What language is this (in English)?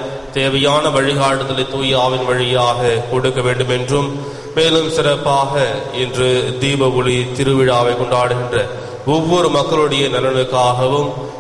Tamil